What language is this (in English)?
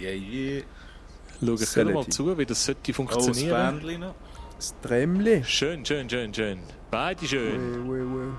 Swiss German